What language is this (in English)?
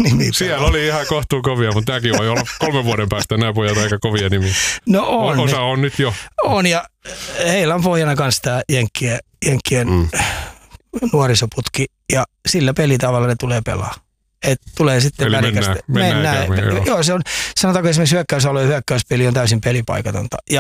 Finnish